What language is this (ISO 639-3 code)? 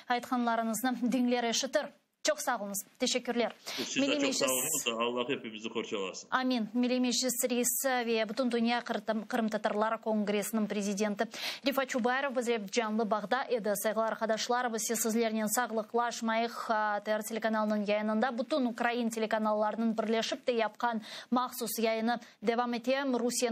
crh